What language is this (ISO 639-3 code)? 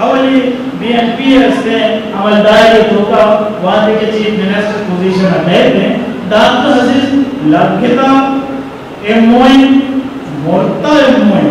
bgp